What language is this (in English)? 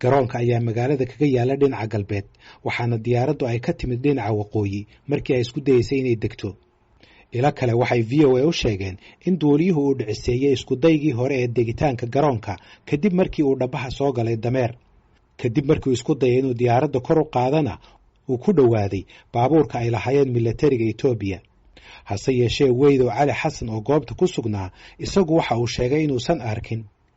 Somali